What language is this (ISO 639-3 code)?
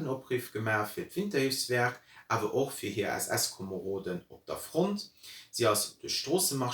ltz